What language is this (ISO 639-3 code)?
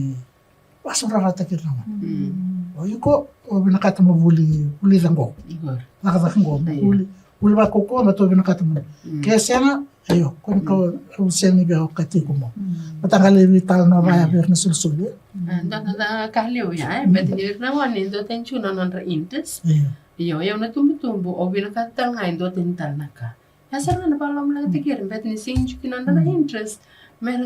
fij